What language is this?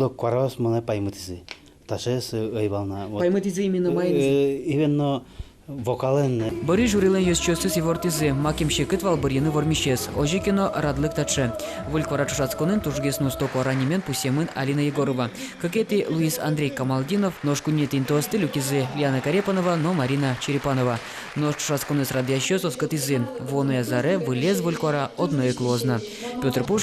Udmurt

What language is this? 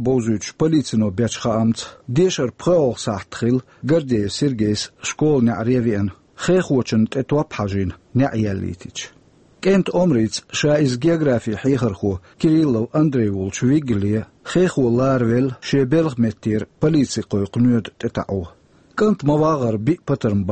Chechen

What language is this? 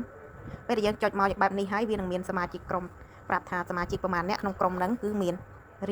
Khmer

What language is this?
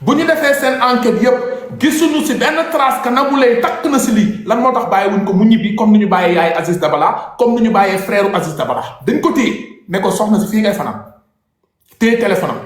Wolof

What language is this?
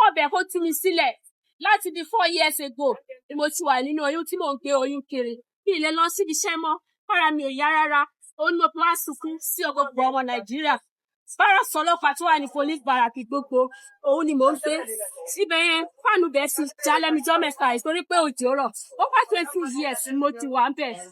Yoruba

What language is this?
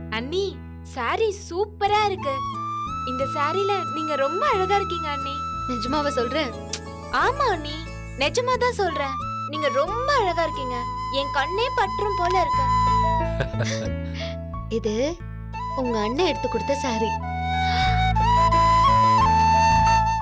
Tamil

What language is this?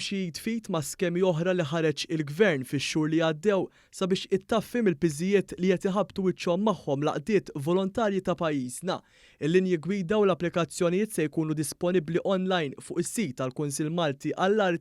Maltese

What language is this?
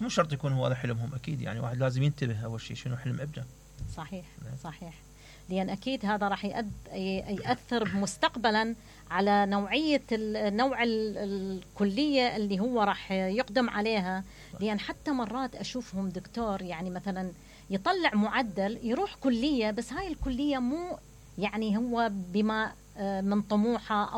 Mesopotamian Arabic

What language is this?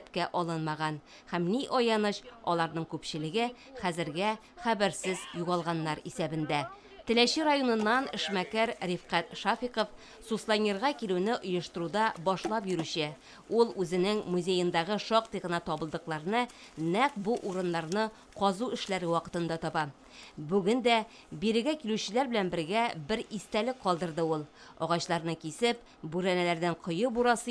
Tatar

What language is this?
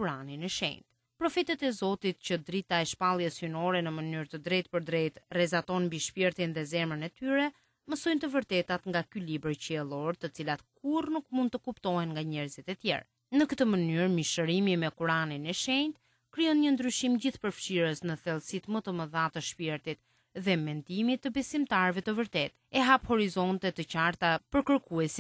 Albanian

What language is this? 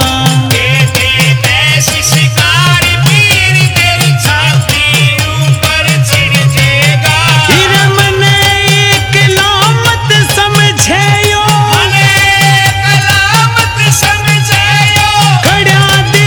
Haryanvi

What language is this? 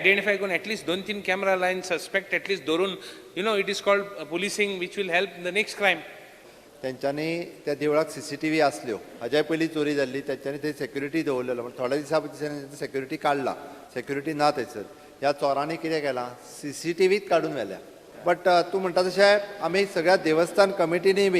Konkani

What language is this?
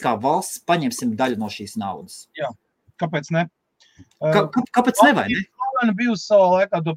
Latvian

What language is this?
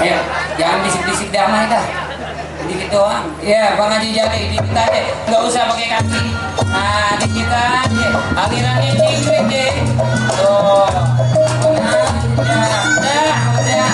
Betawi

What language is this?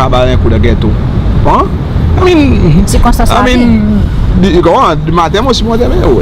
Seselwa Creole French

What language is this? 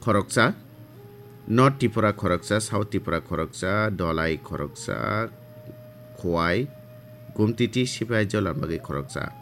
Kok Borok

